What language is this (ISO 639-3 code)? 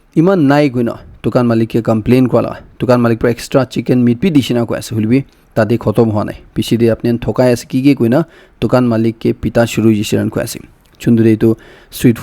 nag